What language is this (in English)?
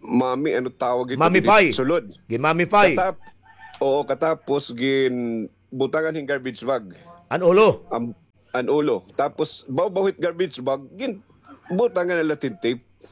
Waray